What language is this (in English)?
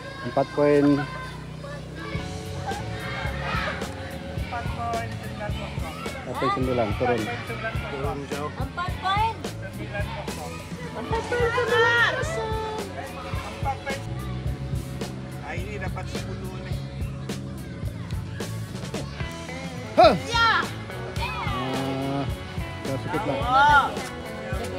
Indonesian